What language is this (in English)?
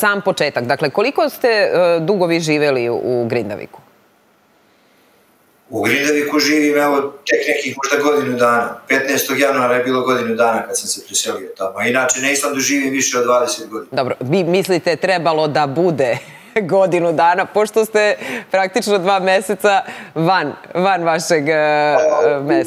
Serbian